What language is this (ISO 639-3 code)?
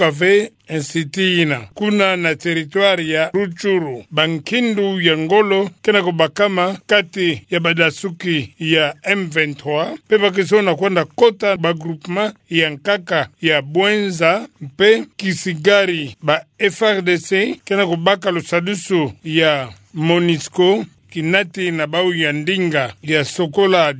ktu